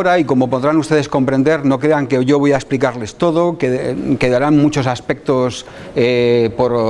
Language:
Spanish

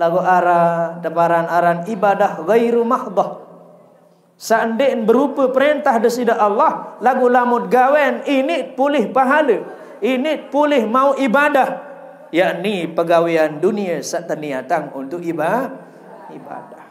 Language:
Sasak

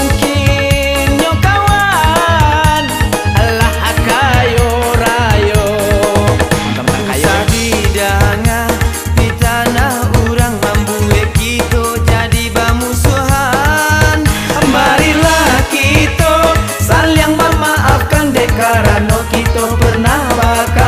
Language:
Minangkabau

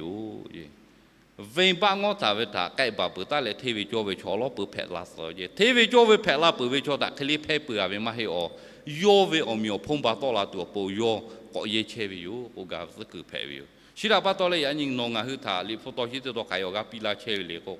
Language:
Lahu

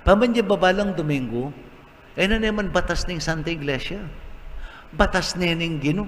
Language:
Pampanga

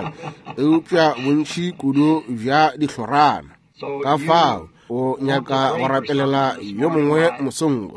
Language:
Northern Sotho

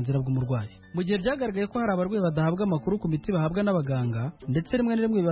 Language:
Kinyarwanda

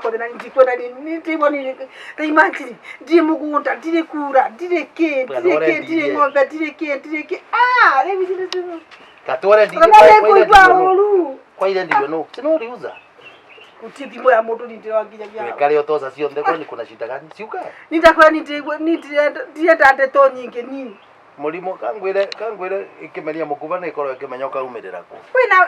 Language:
Kikuyu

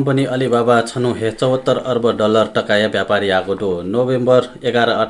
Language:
Newari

